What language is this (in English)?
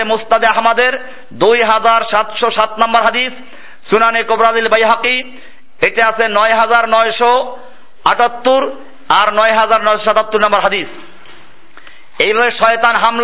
Bangla